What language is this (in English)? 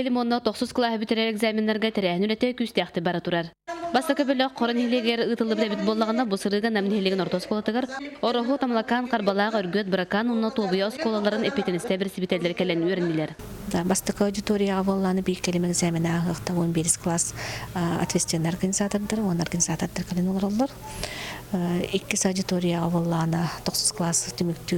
Yakut